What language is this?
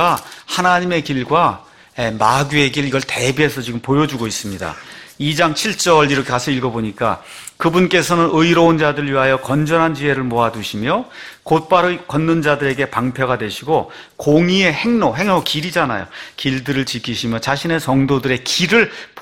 Korean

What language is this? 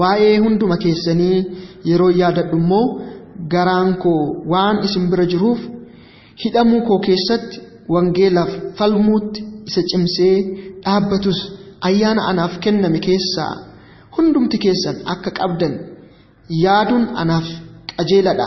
Oromo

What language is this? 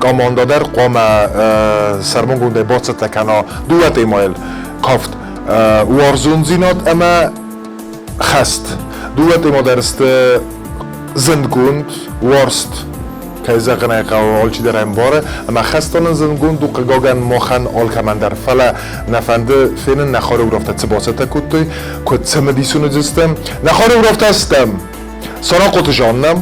Ossetic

